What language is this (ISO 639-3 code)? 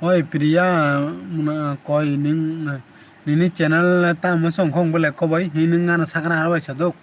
trp